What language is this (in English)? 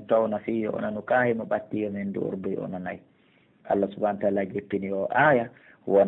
Pular